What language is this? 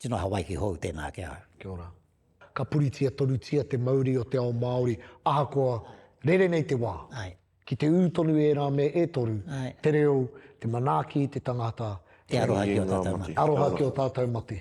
Māori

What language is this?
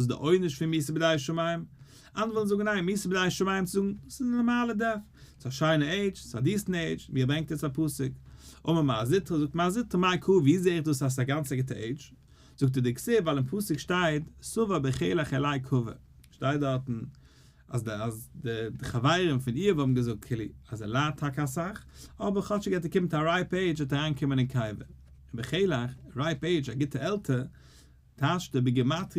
Yiddish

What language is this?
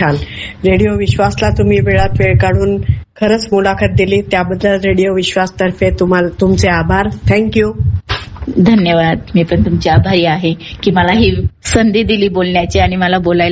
Marathi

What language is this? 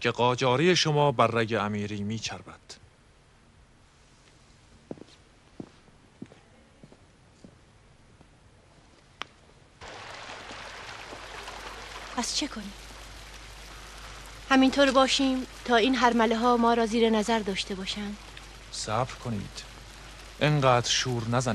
Persian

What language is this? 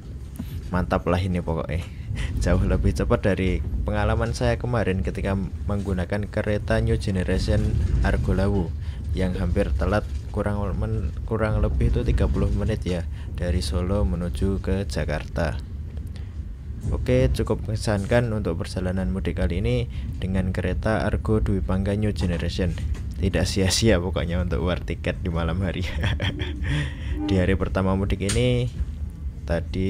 Indonesian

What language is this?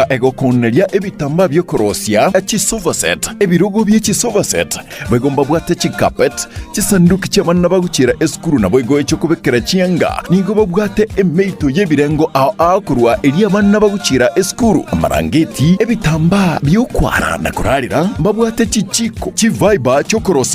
Gusii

